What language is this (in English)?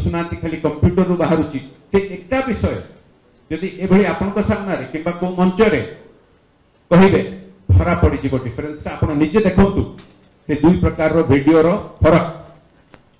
Odia